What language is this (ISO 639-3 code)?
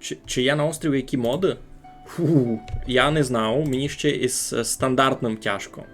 rue